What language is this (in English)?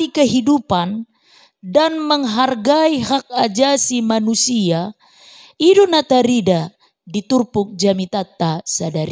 Batak Toba